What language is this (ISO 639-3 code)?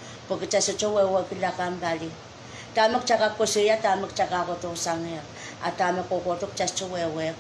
pon